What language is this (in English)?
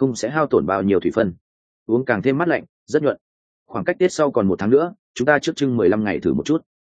Vietnamese